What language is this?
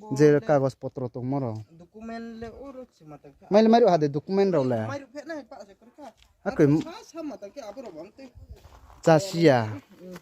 Riang (India)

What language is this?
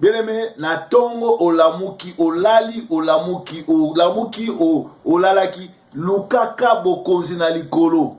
Lingala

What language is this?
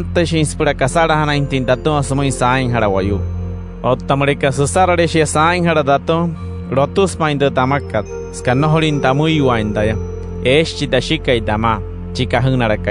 Wayuu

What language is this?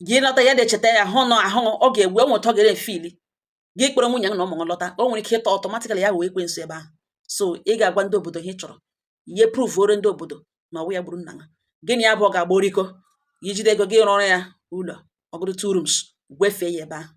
Igbo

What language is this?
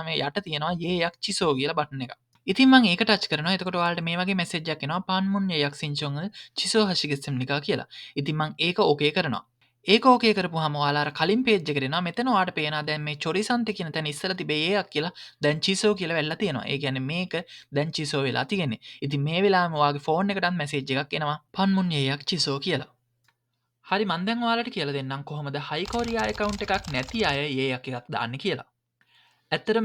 Sinhala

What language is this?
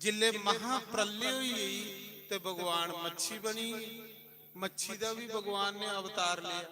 Dogri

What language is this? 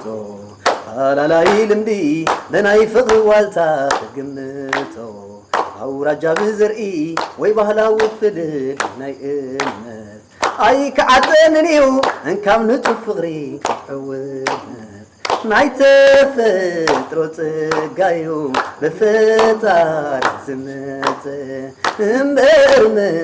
Tigrinya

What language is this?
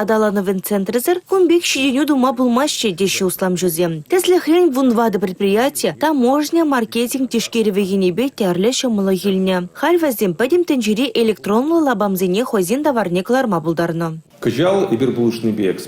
Chuvash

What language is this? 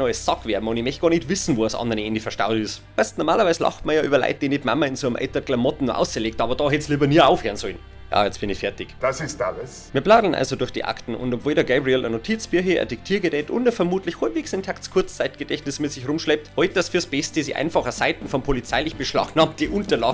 Bavarian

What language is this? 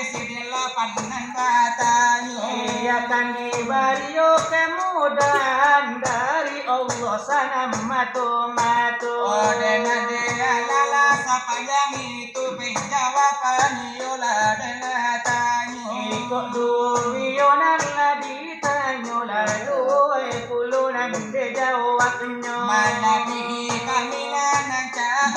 Minangkabau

